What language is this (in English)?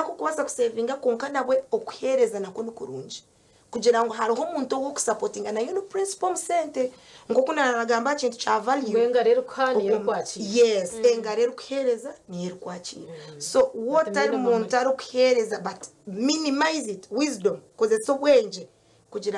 Nyankole